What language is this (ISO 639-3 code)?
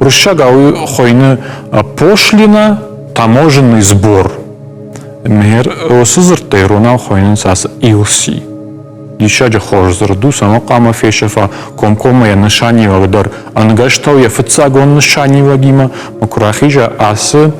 oss